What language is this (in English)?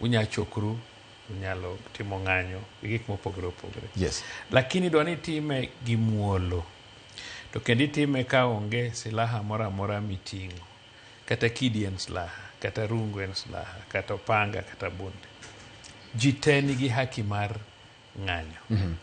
Luo (Kenya and Tanzania)